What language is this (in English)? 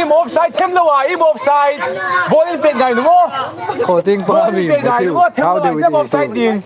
Hmar